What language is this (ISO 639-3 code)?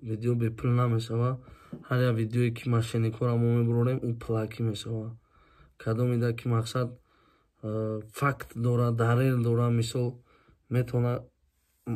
tgk